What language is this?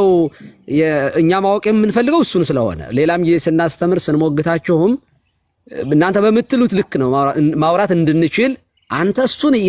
Amharic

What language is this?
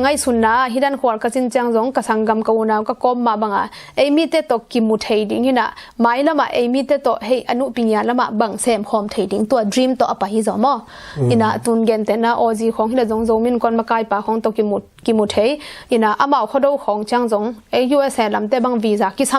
Tedim Chin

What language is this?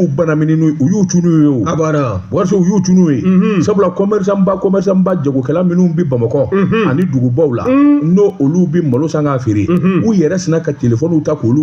Bambara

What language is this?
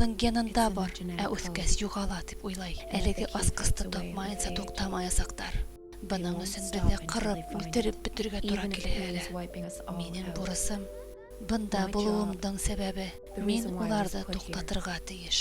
Bashkir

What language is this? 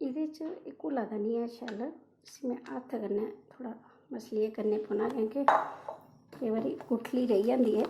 Dogri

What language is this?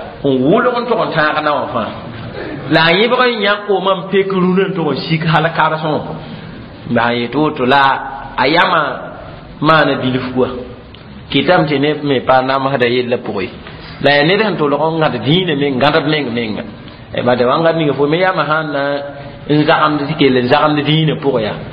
Mossi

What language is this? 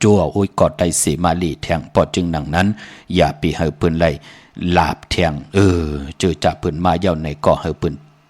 Shan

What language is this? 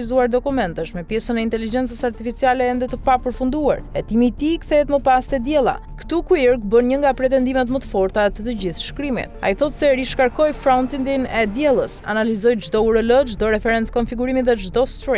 Albanian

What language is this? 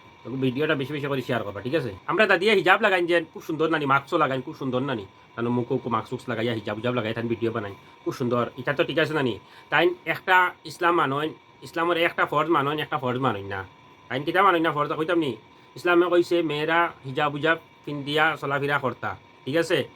Sylheti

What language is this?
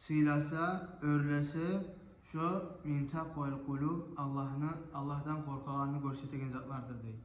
Kumyk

